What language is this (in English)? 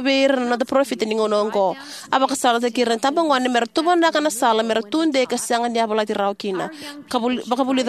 Fijian